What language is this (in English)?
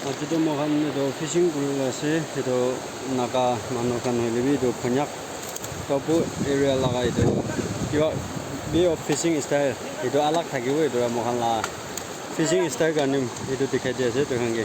Naga Pidgin